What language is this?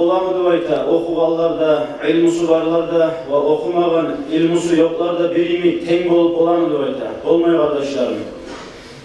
Kumyk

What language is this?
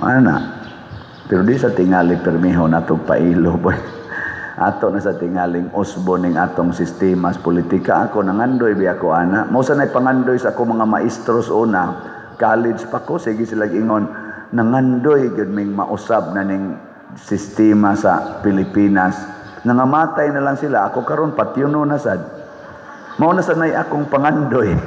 Cebuano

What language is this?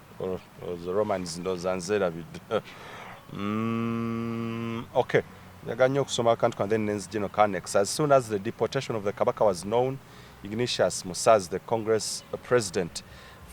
Ganda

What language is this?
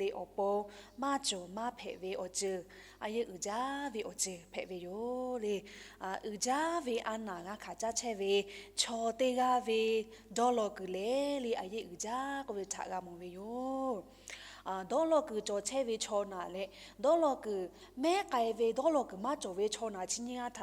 Lahu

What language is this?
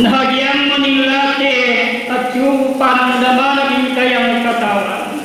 Pampanga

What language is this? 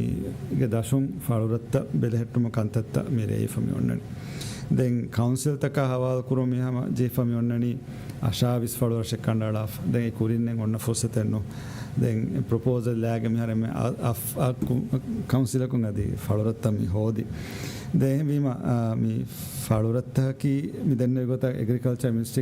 Divehi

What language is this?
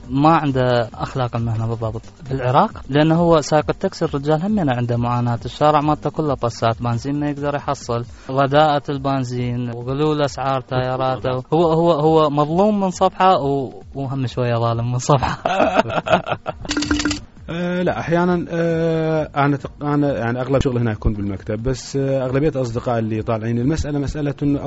Mesopotamian Arabic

